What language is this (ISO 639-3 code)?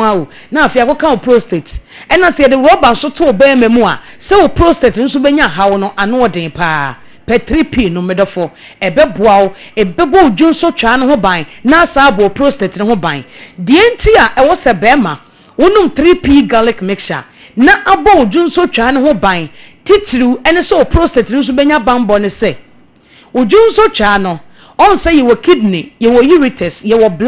aka